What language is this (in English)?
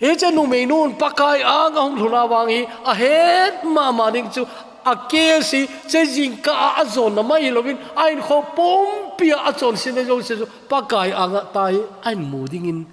Thado Chin